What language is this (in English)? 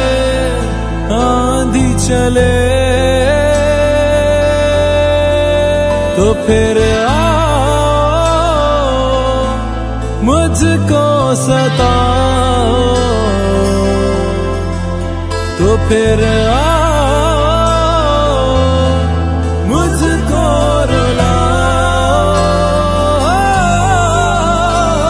Hindi